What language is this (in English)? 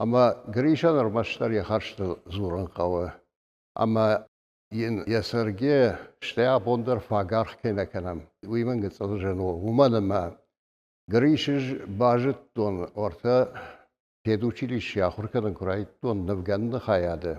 Ossetic